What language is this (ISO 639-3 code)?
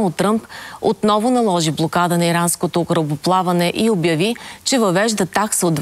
bul